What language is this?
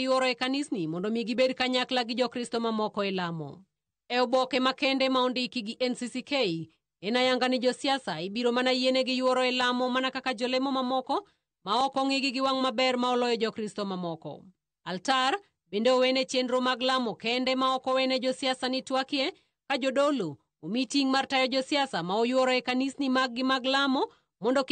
Luo (Kenya and Tanzania)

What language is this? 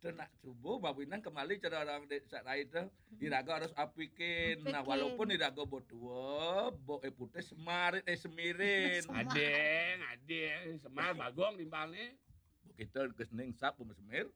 Balinese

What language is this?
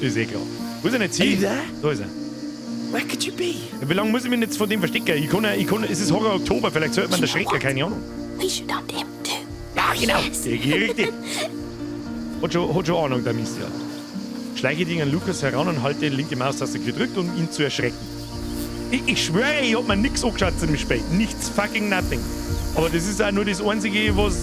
Bavarian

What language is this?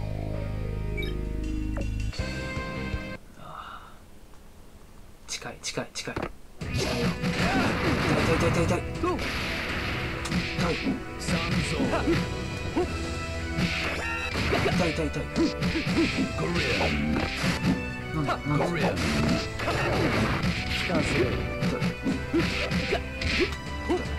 Japanese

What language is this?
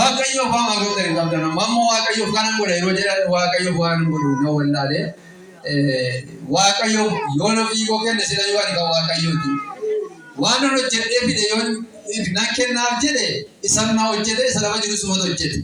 Oromo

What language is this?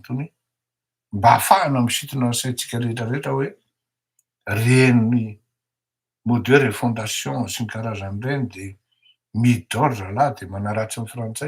Malagasy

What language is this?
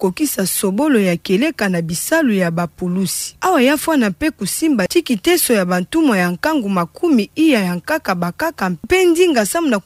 Kituba (Democratic Republic of Congo)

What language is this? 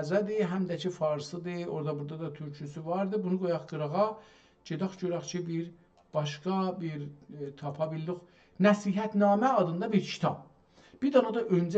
South Azerbaijani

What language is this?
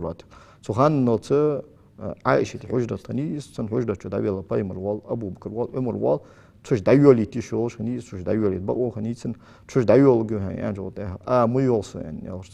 Ingush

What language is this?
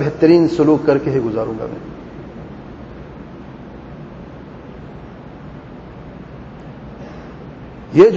Urdu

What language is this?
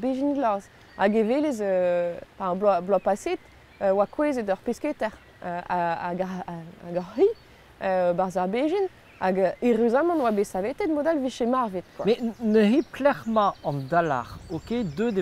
Breton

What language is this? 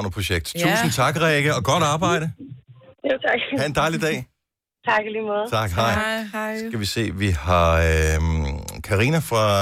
Danish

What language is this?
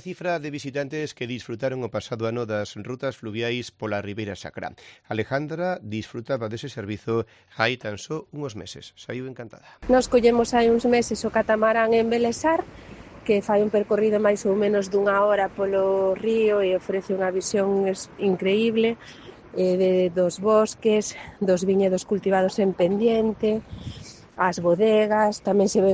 Galician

